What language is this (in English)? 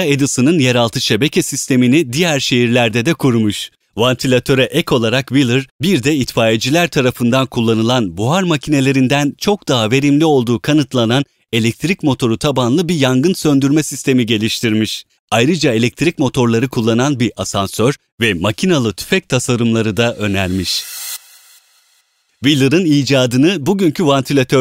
Turkish